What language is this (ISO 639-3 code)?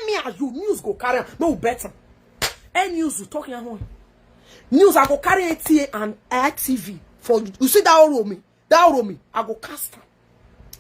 pcm